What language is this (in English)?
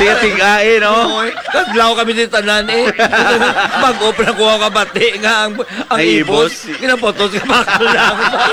Hiligaynon